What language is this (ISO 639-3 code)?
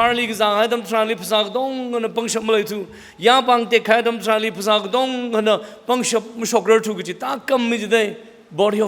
nmf